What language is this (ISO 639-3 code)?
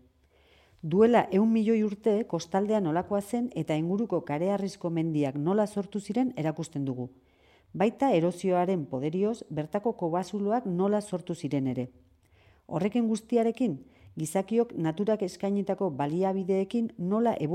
eus